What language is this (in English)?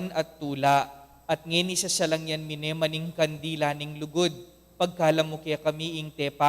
Pampanga